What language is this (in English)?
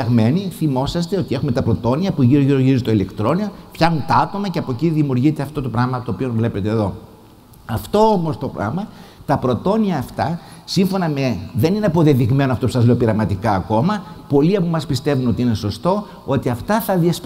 Greek